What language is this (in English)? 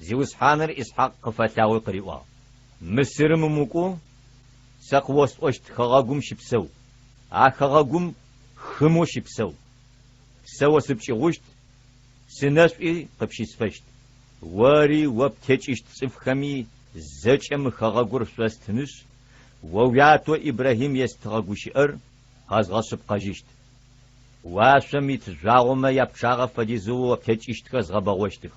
Adyghe